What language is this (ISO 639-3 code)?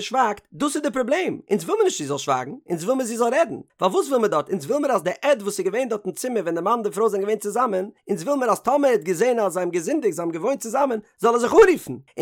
yid